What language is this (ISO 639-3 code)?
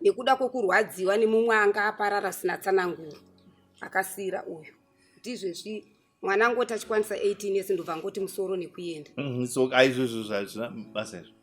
sna